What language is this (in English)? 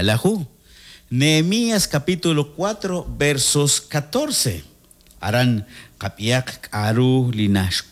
Kekchí